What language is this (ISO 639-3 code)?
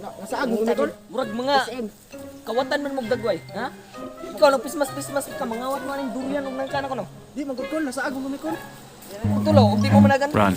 ceb